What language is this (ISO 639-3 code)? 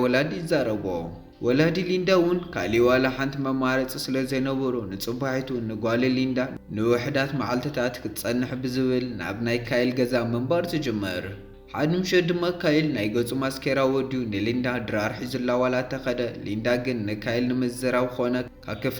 tir